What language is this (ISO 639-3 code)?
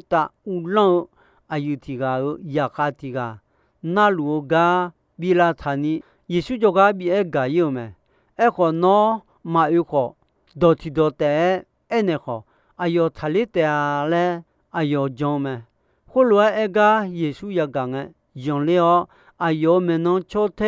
ahk